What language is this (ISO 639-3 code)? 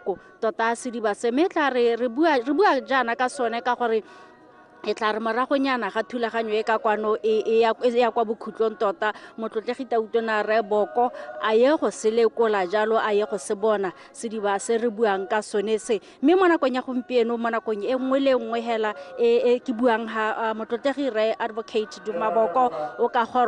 tsn